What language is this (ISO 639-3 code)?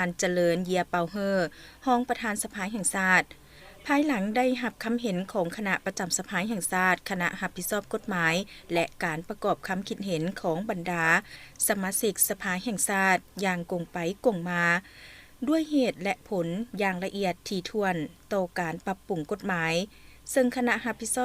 lao